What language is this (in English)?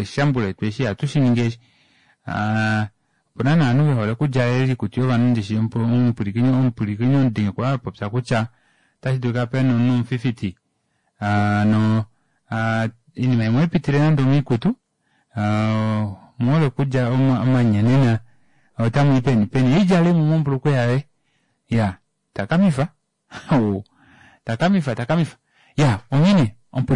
Kuanyama